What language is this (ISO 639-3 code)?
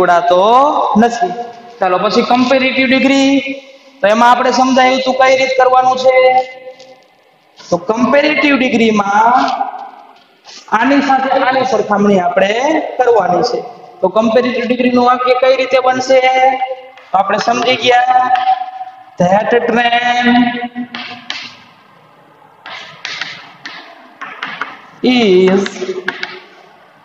guj